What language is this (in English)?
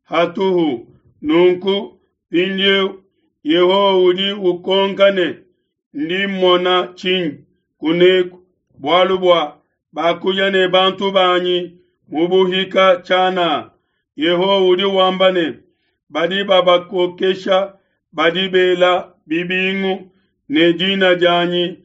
Luba-Lulua